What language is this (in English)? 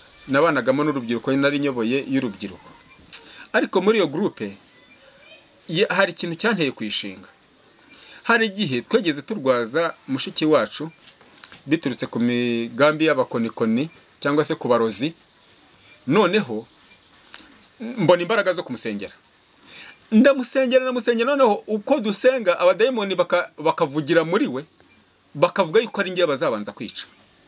Kinyarwanda